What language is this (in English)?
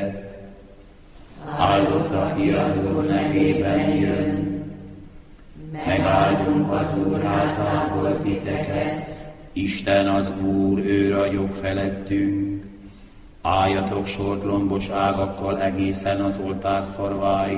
Hungarian